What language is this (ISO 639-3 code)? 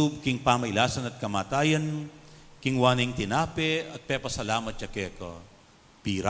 pam